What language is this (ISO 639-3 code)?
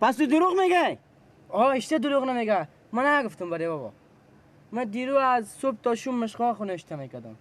fas